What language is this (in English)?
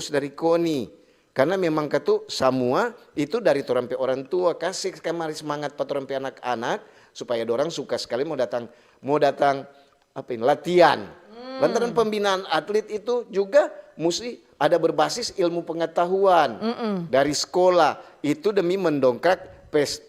Manado Malay